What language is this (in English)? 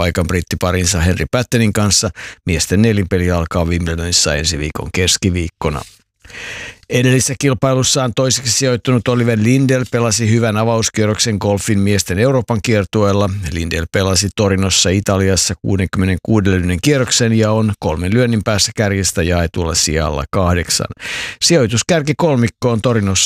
Finnish